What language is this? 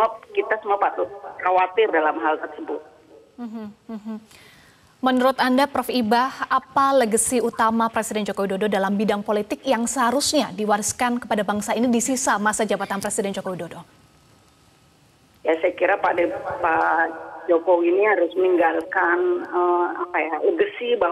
Indonesian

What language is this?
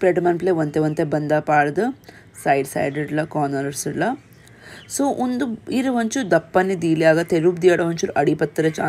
Tulu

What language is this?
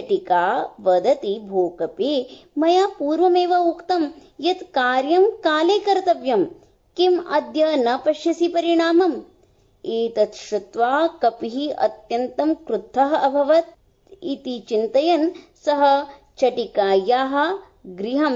Sanskrit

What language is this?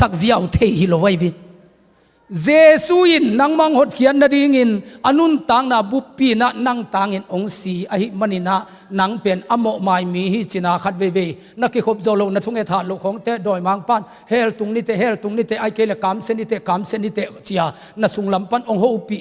Tedim Chin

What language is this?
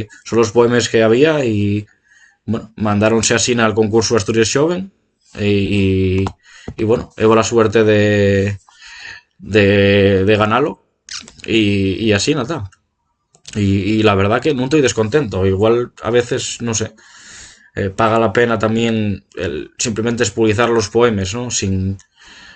Asturian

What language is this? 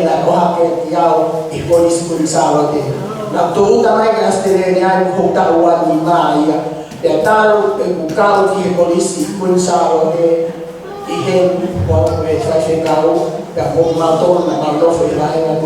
Tongan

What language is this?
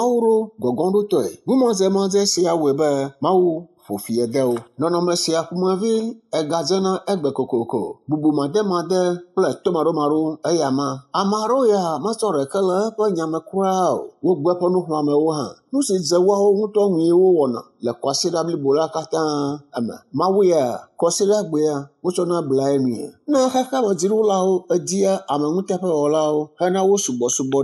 Ewe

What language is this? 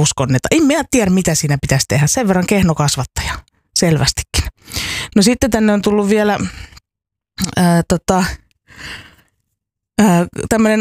Finnish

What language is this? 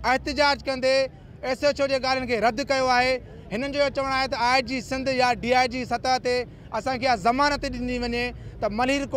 Sindhi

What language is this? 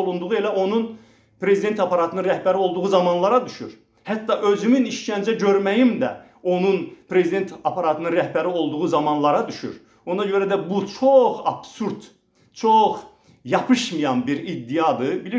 Azerbaijani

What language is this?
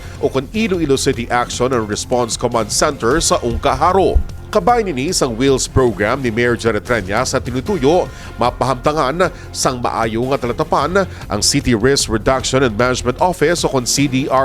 Hiligaynon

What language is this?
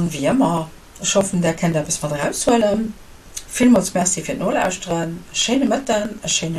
Luxembourgish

